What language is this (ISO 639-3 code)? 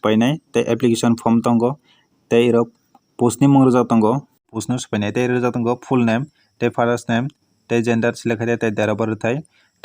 trp